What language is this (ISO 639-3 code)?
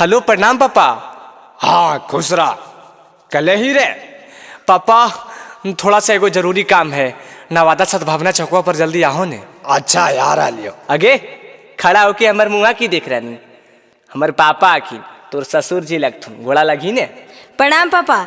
mag